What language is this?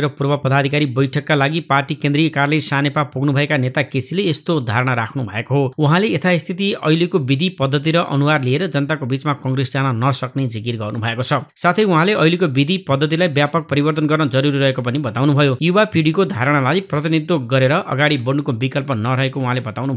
Nepali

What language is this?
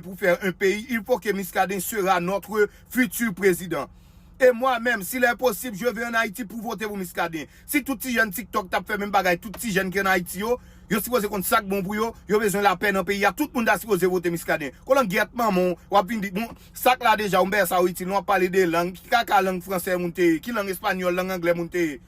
Haitian Creole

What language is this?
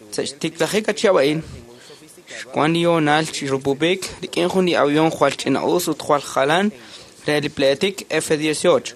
Kekchí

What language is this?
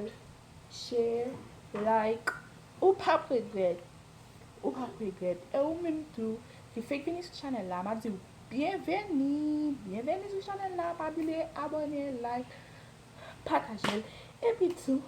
Haitian Creole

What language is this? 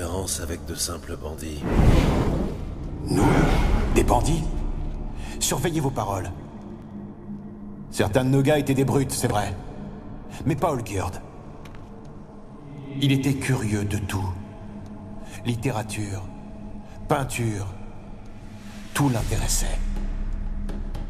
French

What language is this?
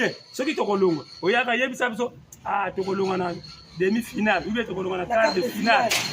Lingala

